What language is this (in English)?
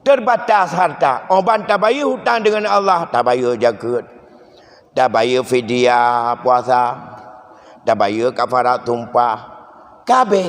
Achinese